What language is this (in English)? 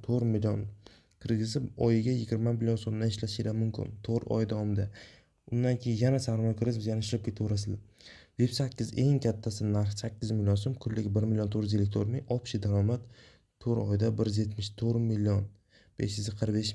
Uzbek